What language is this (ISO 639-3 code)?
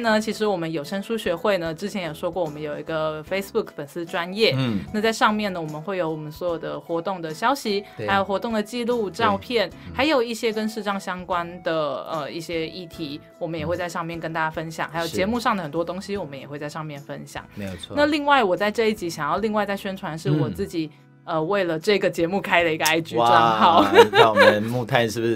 zho